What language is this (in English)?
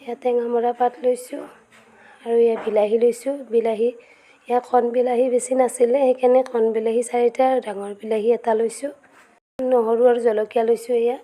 Assamese